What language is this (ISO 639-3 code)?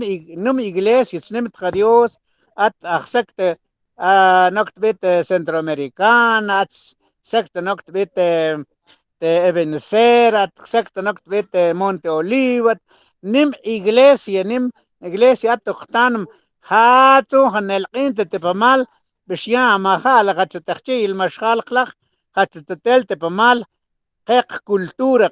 mam